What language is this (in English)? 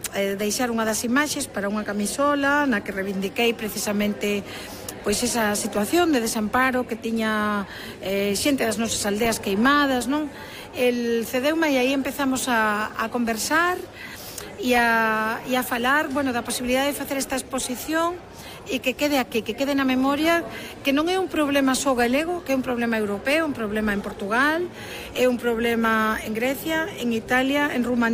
Galician